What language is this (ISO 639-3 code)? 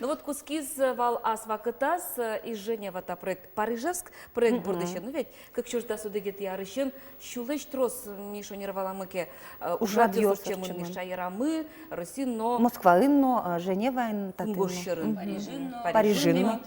udm